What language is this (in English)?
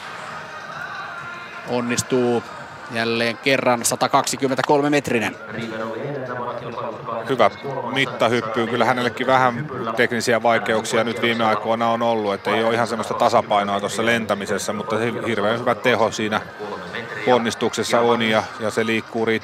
Finnish